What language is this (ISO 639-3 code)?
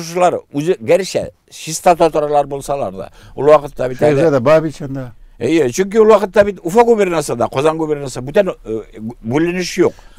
tat